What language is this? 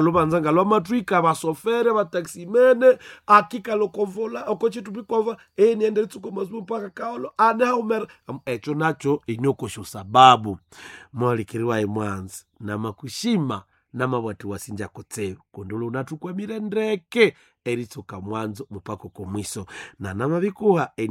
Nande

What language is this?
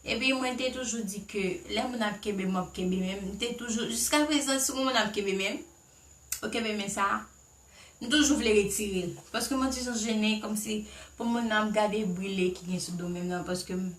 Haitian Creole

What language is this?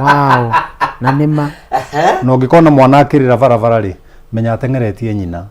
Kikuyu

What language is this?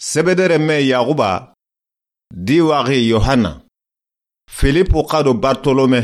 Soninke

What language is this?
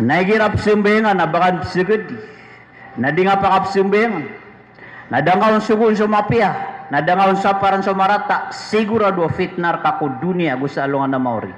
Maranao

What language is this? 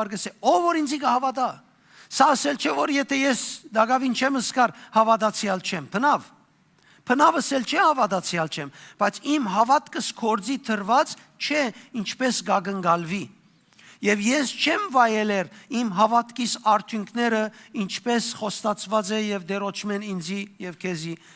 Western Armenian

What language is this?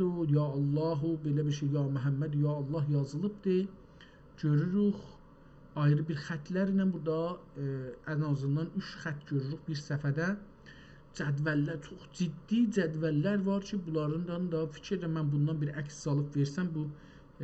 South Azerbaijani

